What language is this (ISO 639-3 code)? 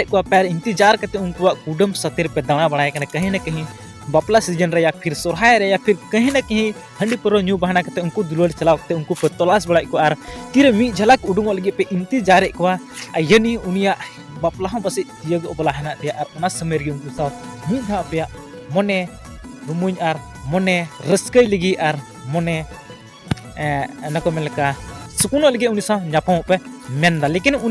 sat